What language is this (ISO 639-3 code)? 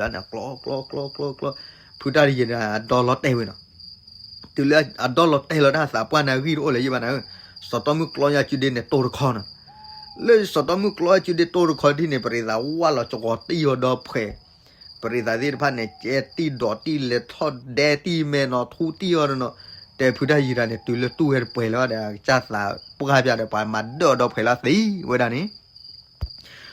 ksw